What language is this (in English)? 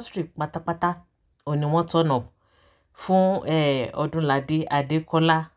Yoruba